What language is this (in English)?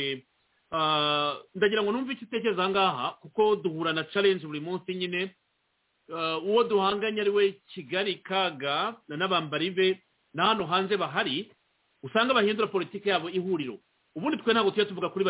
Kinyarwanda